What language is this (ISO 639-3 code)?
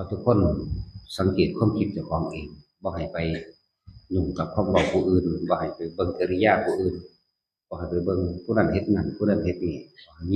tts